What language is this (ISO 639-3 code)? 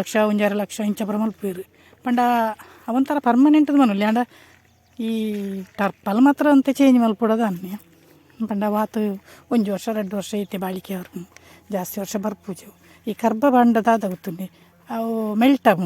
tcy